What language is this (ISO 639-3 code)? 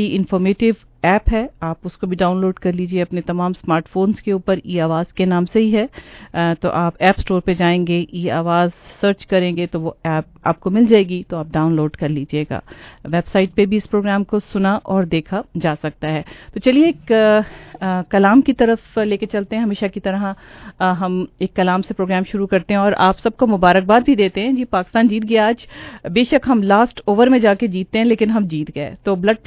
urd